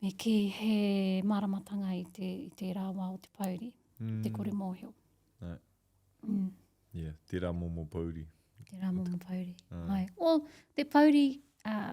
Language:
Māori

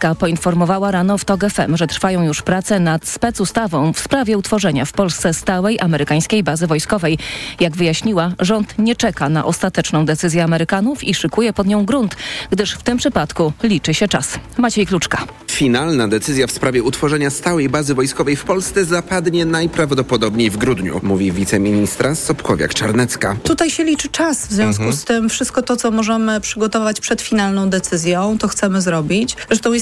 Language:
Polish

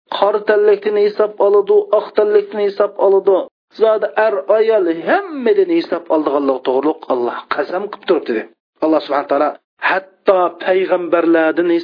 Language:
Uyghur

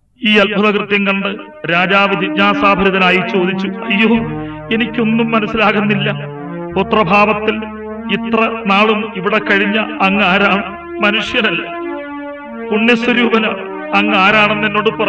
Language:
Malayalam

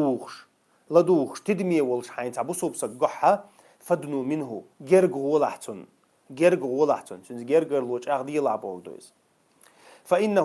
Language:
Chechen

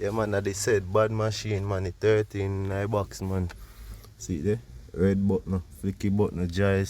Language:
Jamaican Creole English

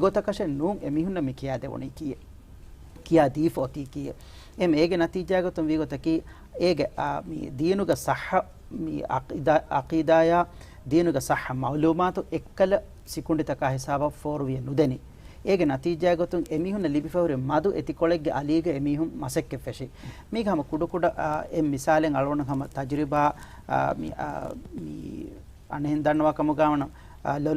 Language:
Divehi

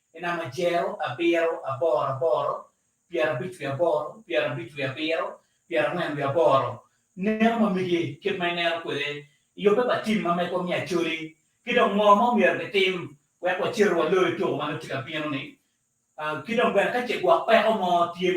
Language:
Acoli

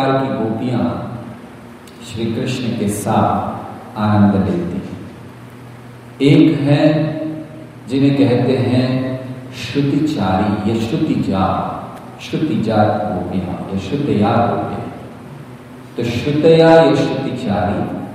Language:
Hindi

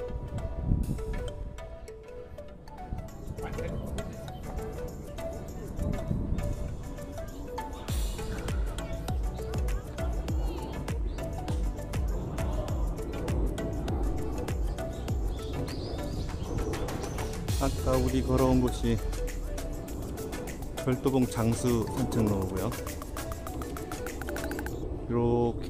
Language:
Korean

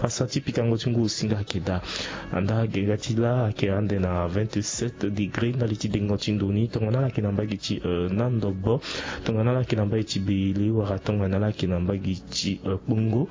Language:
Sango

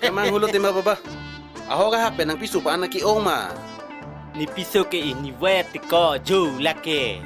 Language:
Karbi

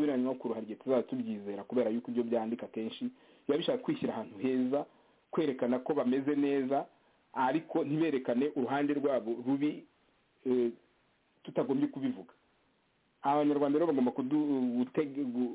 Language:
Kinyarwanda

